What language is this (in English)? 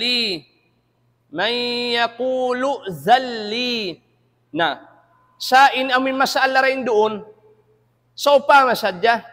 Tausug